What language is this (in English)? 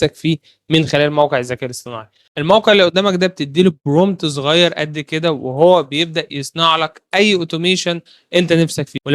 Egyptian Arabic